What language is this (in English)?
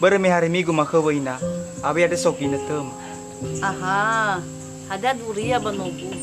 Nias